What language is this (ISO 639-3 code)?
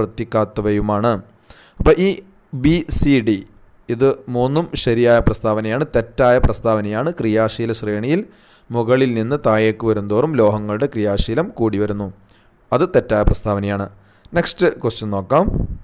mal